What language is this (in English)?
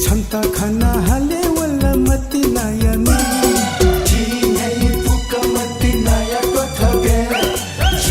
Newari